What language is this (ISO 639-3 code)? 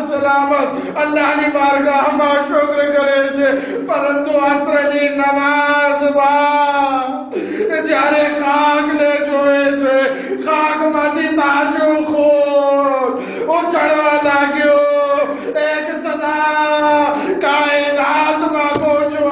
guj